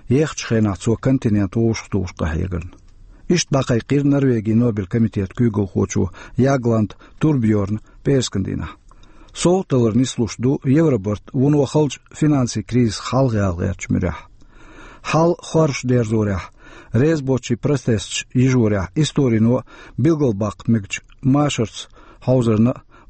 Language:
Chechen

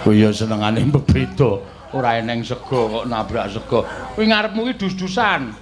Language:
Javanese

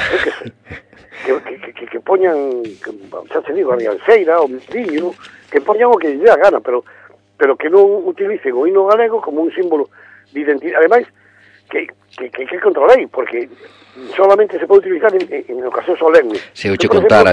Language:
Galician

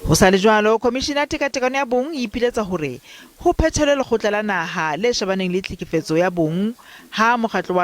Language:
Southern Sotho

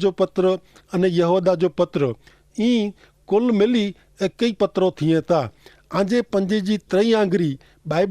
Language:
Kachhi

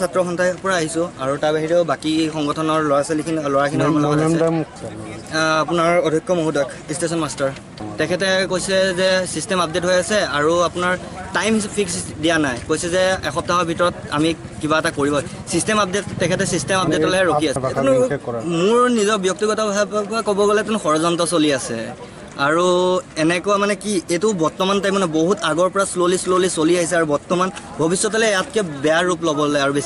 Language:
Assamese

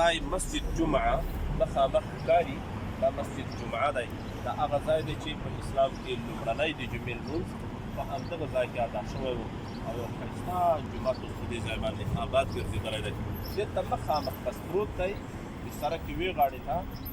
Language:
Pashto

